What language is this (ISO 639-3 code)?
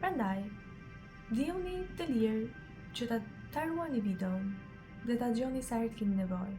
sqi